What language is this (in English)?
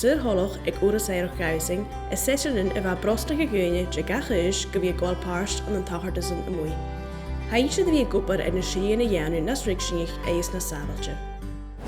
Scottish Gaelic